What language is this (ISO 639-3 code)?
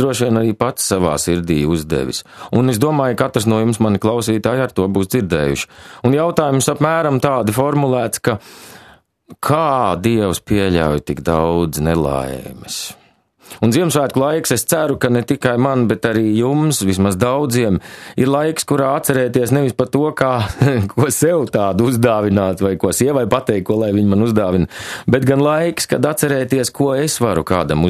lav